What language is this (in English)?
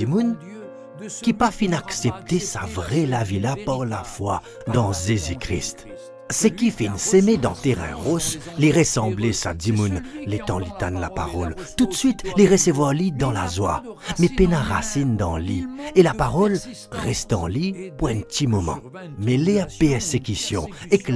Morisyen